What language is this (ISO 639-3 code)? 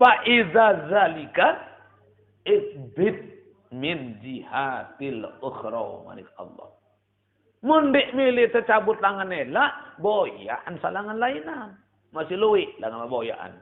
sas